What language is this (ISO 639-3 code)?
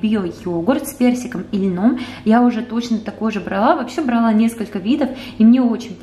rus